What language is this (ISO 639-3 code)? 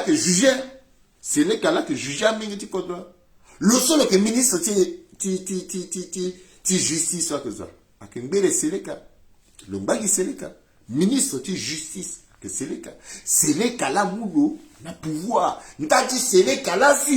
sag